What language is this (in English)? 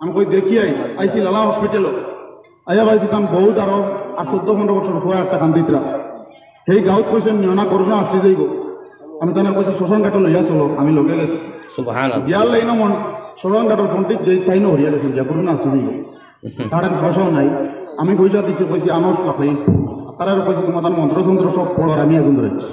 Sylheti